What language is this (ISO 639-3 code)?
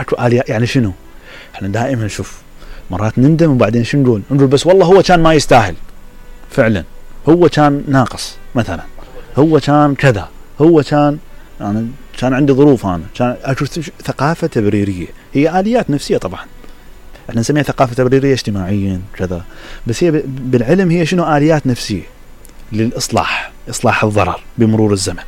acm